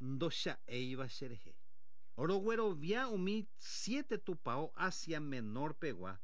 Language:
Guarani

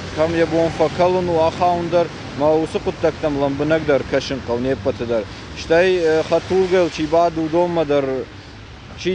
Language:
Ossetic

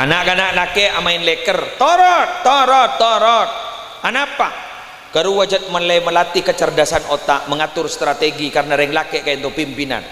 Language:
Madurese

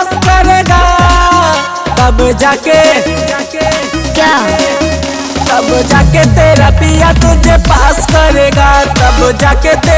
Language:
Bhojpuri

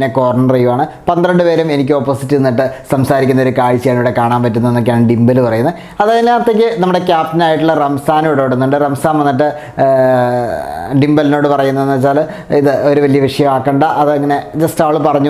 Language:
Malayalam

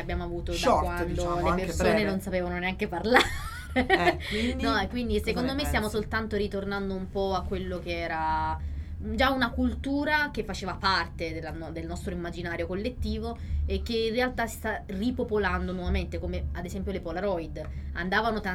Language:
Italian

